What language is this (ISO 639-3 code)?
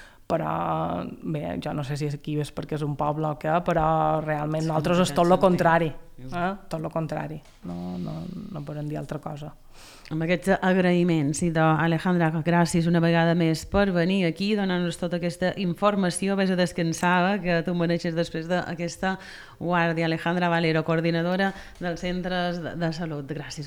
cat